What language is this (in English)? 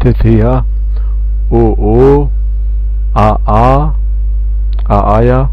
Zaza